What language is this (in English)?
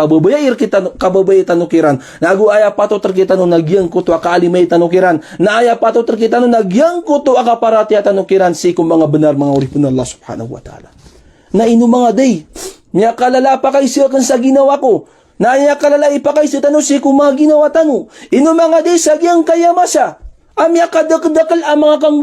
Maranao